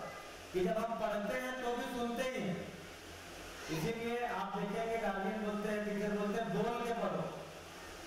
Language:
Hindi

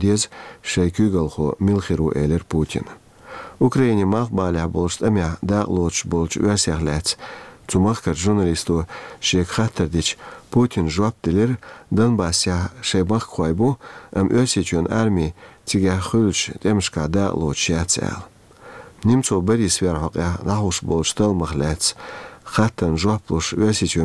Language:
Chechen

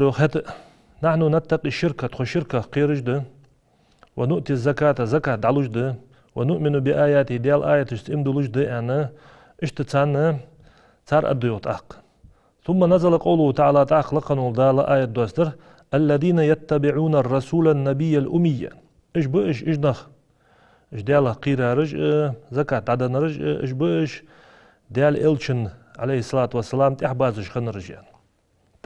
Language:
Ingush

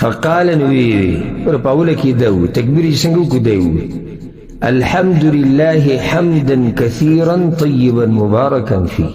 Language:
Pashto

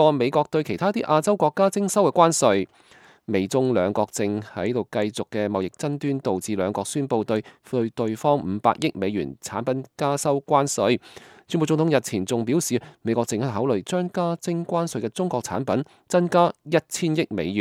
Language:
Cantonese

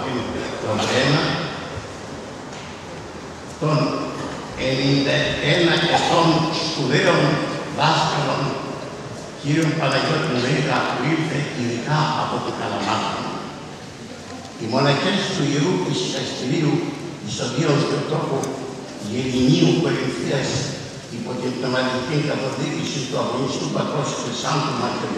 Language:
Greek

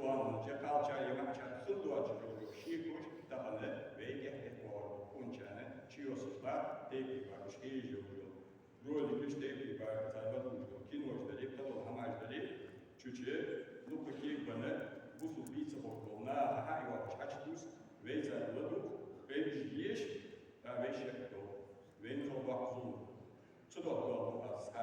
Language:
Ingush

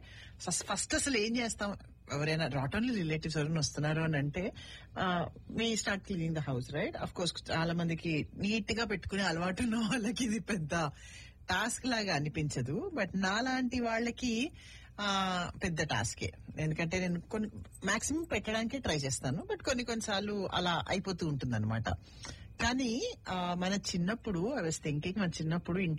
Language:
Telugu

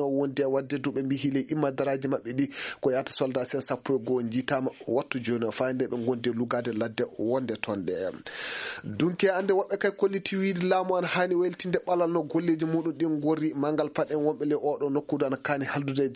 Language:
Maasina Fulfulde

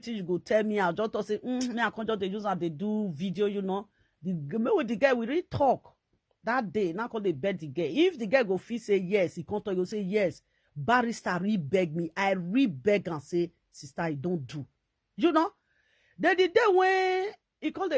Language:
Nigerian Pidgin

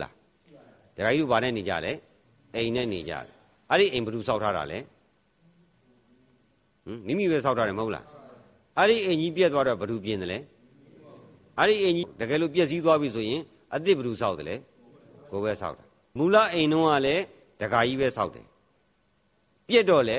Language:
Burmese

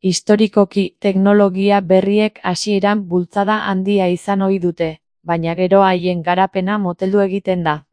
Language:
Basque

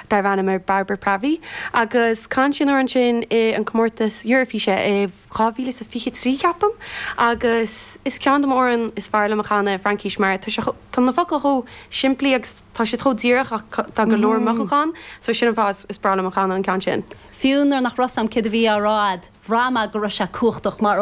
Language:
Irish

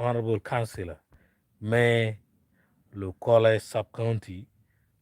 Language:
Acoli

